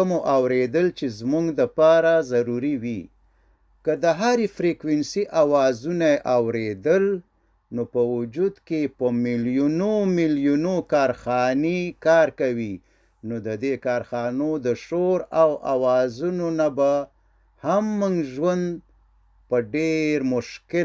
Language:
Pashto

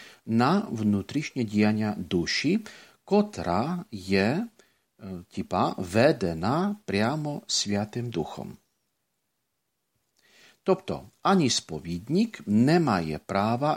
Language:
Ukrainian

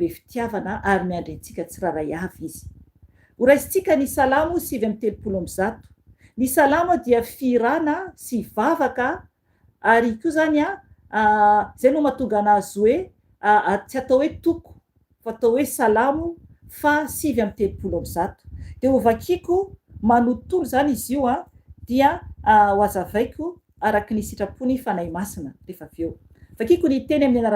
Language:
Malagasy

